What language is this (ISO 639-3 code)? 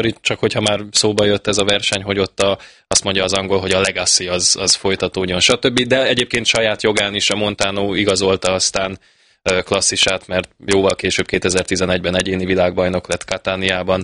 hun